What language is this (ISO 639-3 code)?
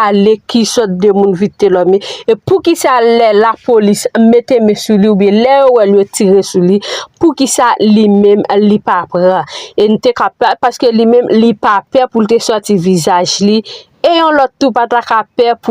hat